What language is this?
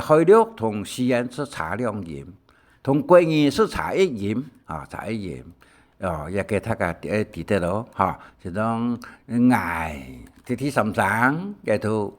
Hakka Chinese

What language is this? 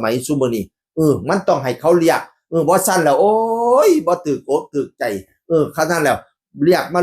Northeastern Thai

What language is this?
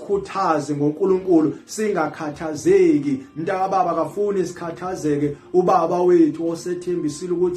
Zulu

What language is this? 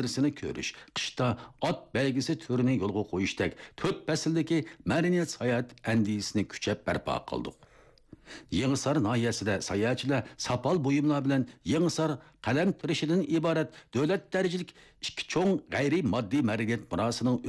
Uyghur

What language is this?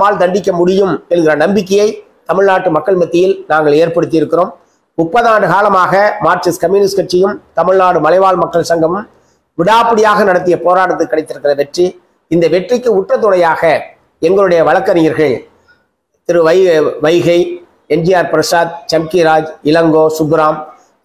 Tamil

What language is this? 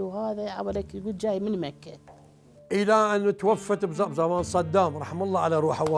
Mesopotamian Arabic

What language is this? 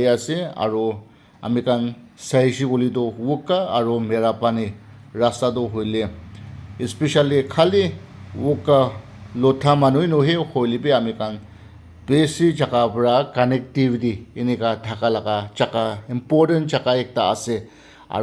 Naga Pidgin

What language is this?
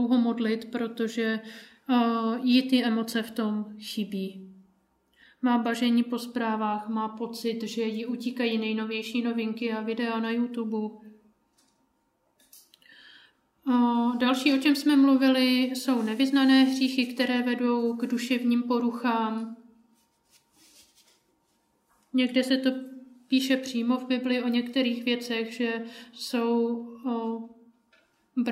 Czech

